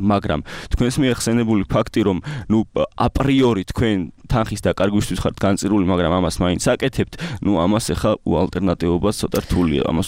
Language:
Georgian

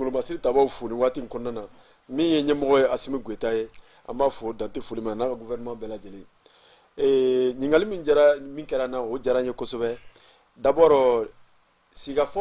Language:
Bambara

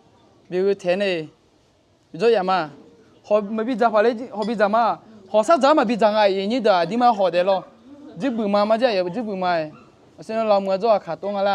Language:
Akha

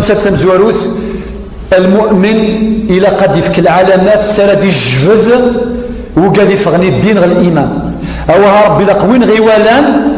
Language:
Kabyle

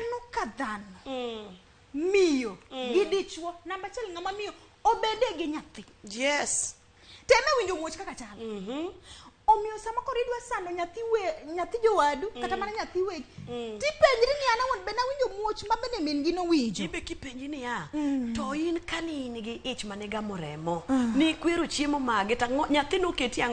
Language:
Luo (Kenya and Tanzania)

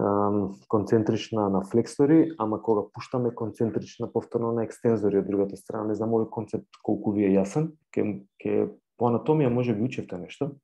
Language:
Macedonian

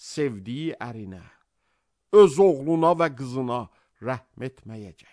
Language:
Azerbaijani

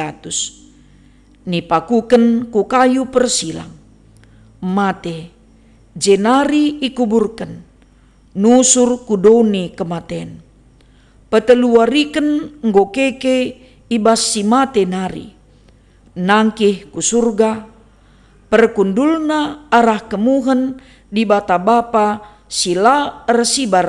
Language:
Batak Karo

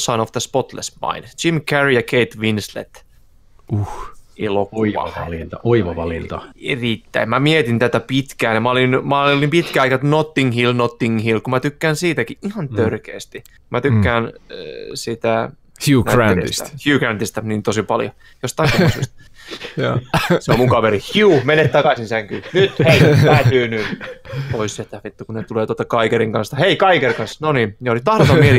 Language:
Finnish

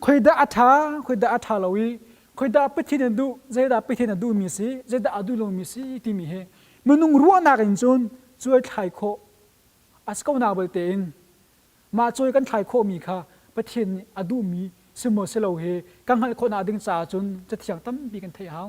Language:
Hakha Chin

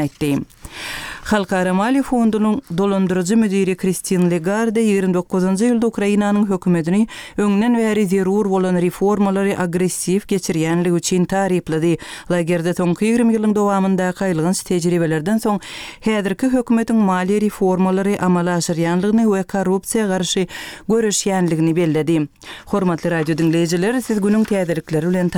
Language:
Turkmen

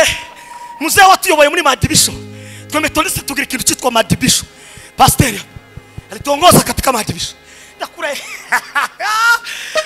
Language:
Kinyarwanda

